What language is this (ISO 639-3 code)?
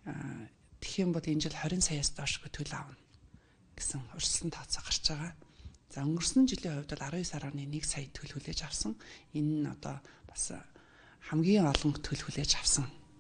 mon